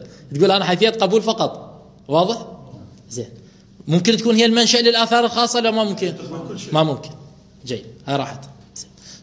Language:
Mesopotamian Arabic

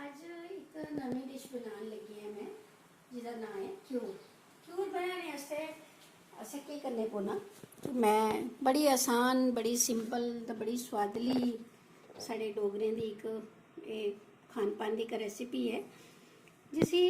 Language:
Dogri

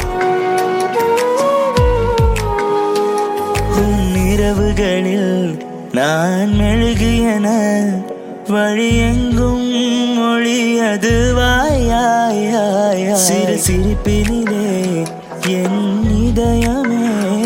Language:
Tamil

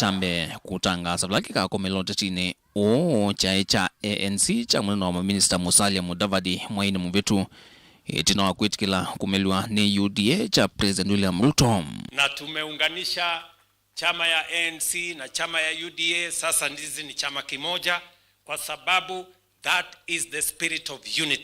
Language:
Kamba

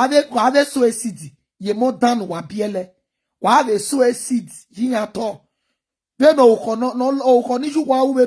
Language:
Nigerian Pidgin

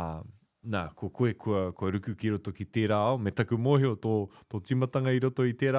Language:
Māori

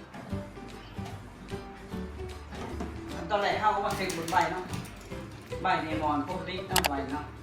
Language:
Lao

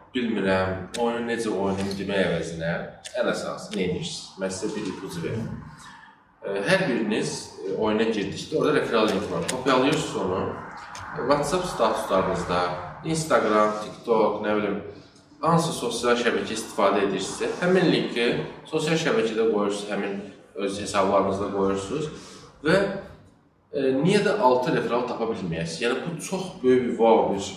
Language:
Azerbaijani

